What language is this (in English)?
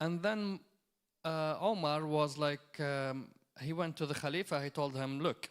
English